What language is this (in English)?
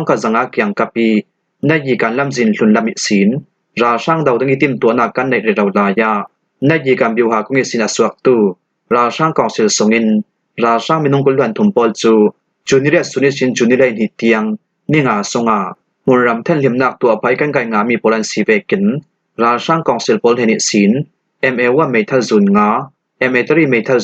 Falam Chin